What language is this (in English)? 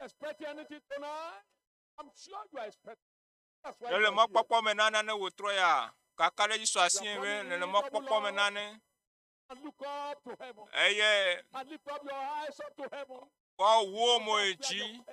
Ewe